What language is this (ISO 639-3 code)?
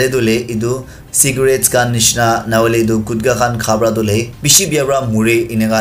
nag